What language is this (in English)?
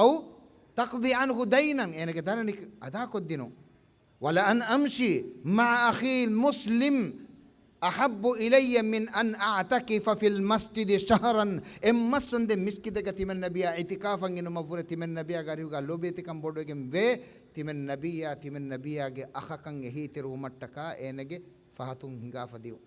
Divehi